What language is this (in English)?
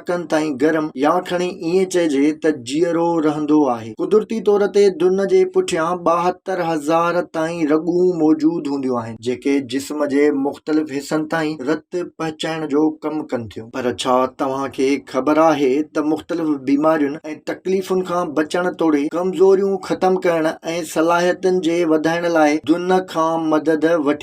Sindhi